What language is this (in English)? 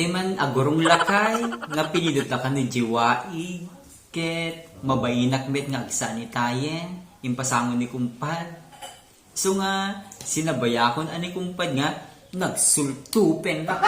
Iloko